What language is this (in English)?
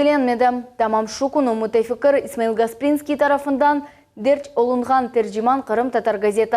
Crimean Tatar